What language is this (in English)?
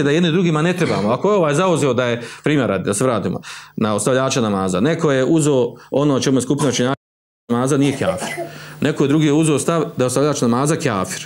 Bosnian